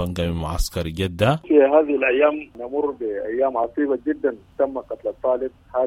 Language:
Sudanese Arabic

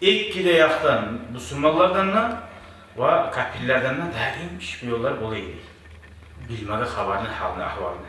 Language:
Kumyk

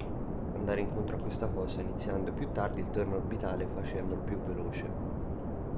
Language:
Italian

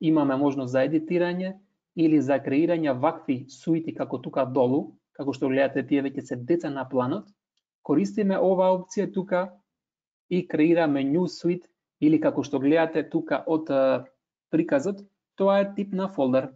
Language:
Macedonian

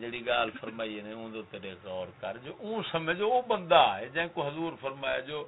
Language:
Saraiki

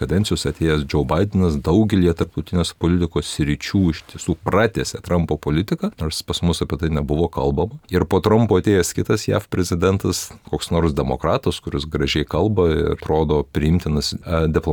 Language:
Lithuanian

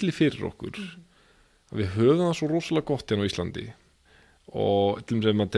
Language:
Icelandic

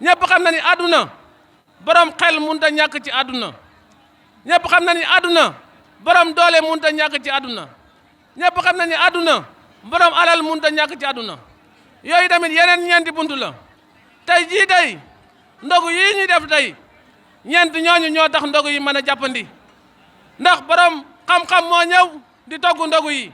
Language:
Wolof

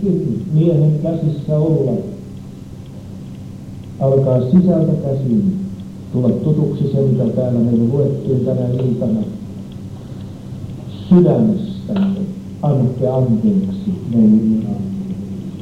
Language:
Finnish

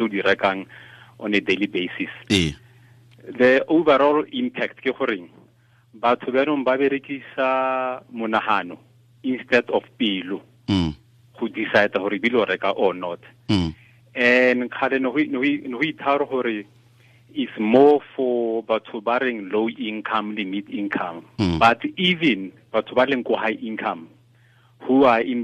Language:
Tswana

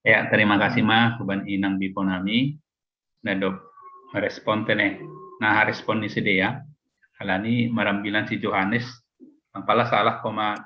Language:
Batak Simalungun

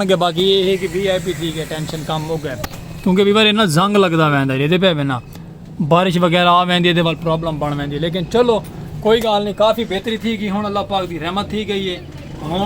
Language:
Saraiki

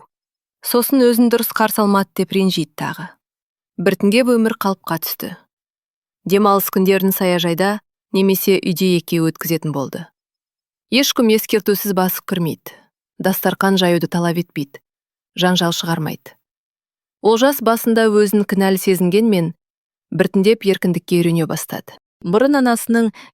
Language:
Kazakh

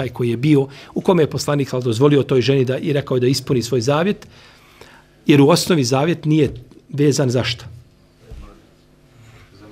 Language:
Bosnian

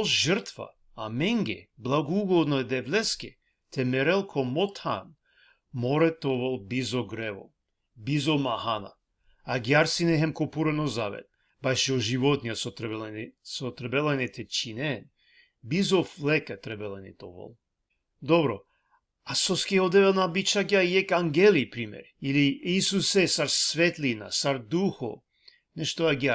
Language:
Balkan Romani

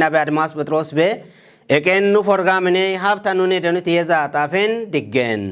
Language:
Kafa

